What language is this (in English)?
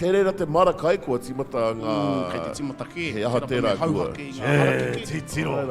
Māori